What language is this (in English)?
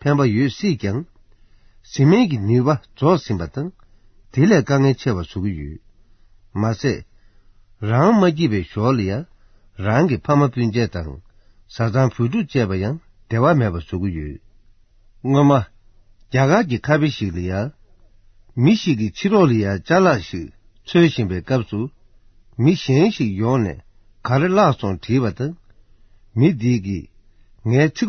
Tibetan